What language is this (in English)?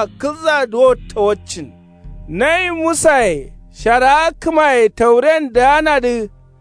Kanuri